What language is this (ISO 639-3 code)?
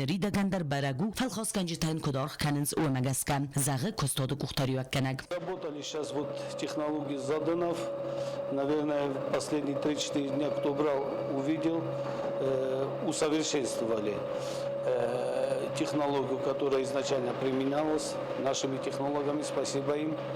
oss